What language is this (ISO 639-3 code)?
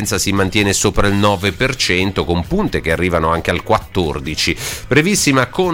ita